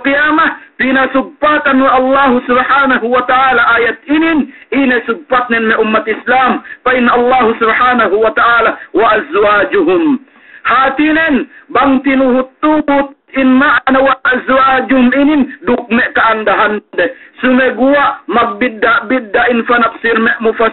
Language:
Yakan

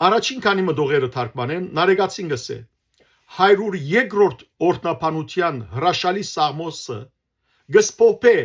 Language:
Western Armenian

